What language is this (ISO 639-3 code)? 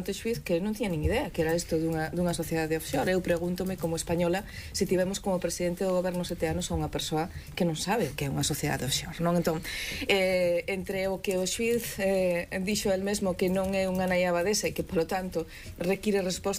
glg